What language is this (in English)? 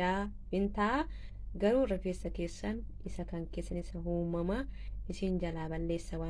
Oromo